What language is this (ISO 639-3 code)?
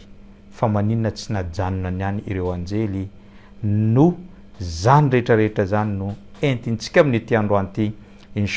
mlg